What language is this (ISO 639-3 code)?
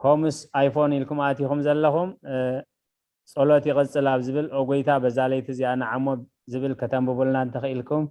tir